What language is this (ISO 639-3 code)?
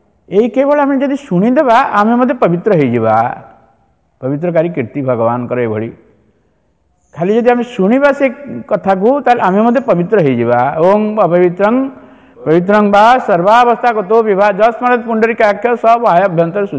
ori